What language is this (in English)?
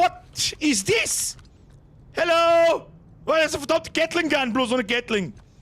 Bavarian